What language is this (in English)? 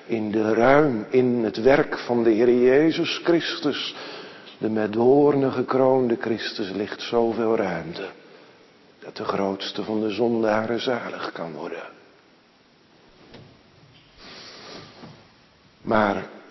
Dutch